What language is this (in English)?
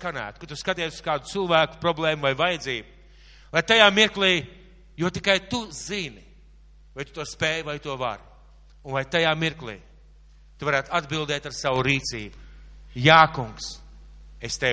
Latvian